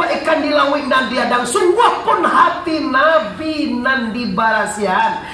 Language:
Minangkabau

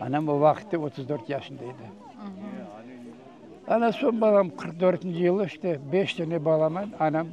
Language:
Crimean Tatar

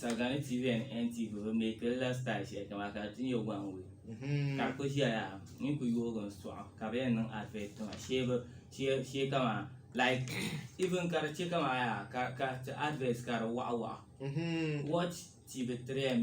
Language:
Dagbani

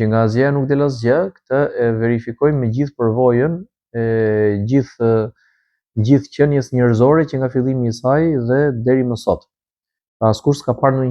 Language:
Albanian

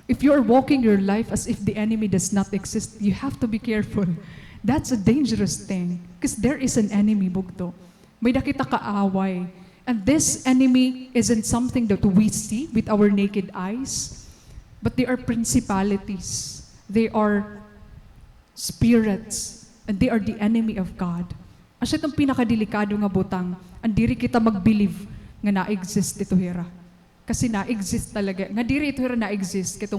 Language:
Waray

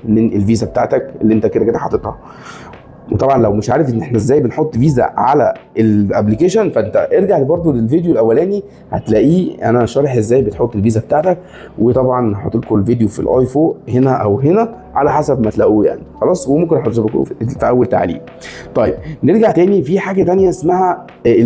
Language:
Egyptian Arabic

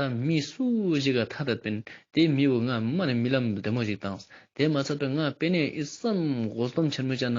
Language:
Ladakhi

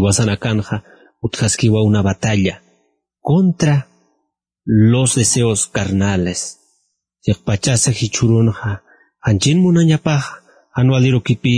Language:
Aymara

